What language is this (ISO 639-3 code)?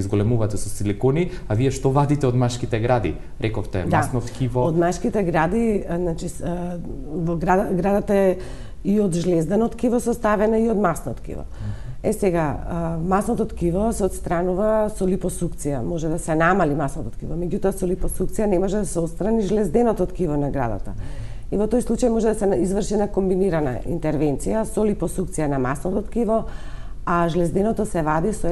mkd